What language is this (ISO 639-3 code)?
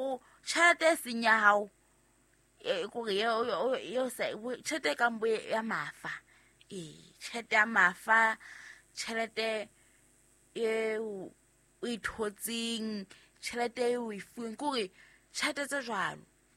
sot